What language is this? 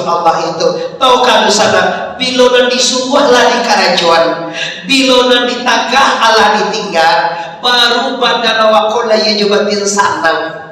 Minangkabau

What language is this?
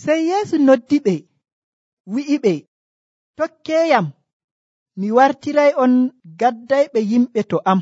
Nigerian Fulfulde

